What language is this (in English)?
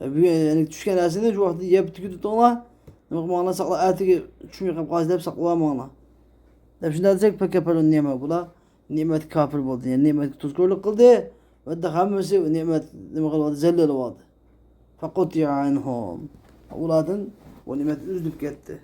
Uyghur